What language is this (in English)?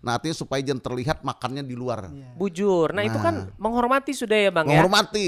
Banjar